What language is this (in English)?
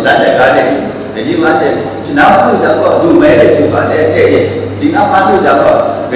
Kachin